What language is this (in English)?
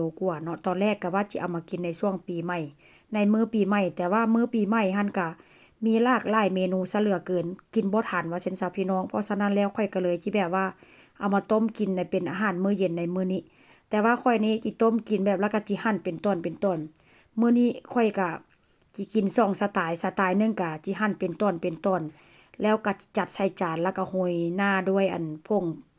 Northeastern Thai